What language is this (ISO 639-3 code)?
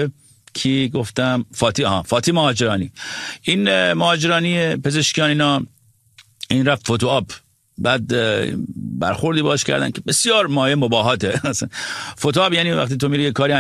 fas